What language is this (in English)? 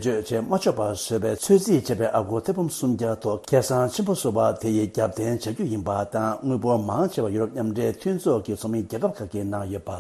Tibetan